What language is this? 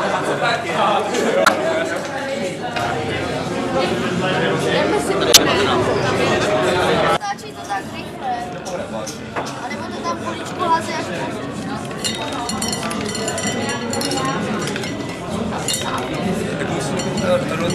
Czech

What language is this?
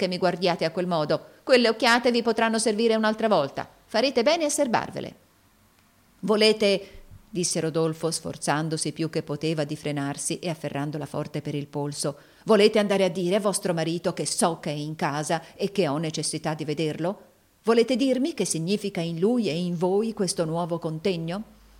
Italian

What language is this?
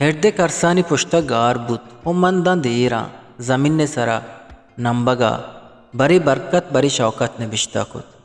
Eastern Balochi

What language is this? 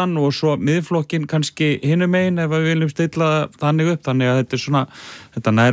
Icelandic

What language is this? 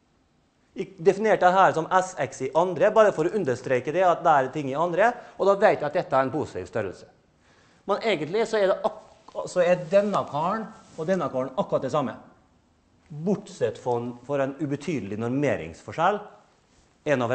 Norwegian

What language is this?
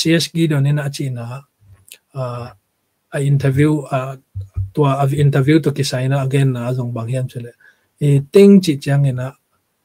Tedim Chin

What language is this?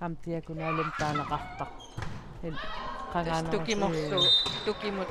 Kalaallisut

